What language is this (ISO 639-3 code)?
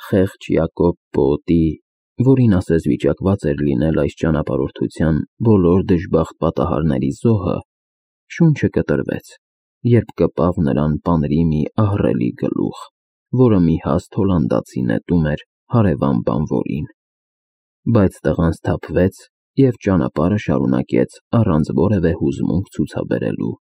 hye